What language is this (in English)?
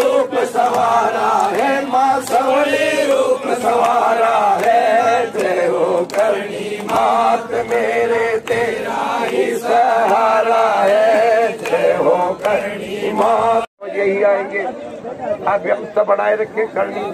Hindi